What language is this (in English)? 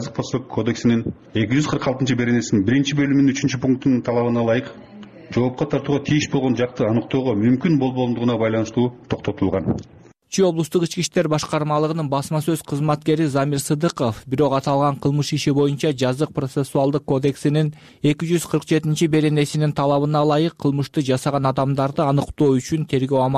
Kyrgyz